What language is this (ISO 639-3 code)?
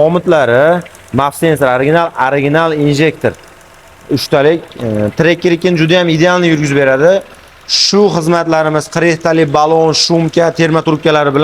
uzb